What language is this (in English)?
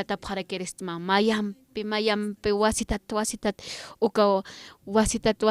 Aymara